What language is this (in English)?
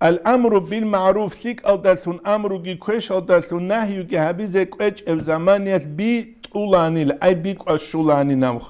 Avaric